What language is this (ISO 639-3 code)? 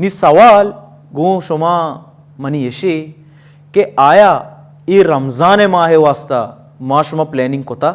bal